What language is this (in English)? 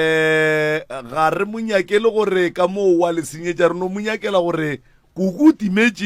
Northern Sotho